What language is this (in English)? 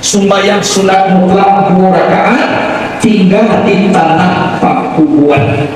Minangkabau